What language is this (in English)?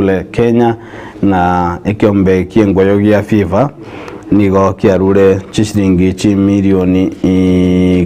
Gusii